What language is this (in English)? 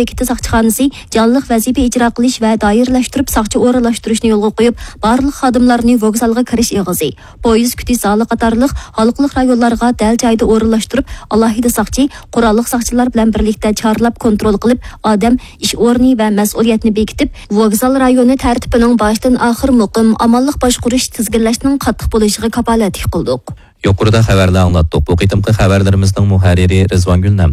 Uyghur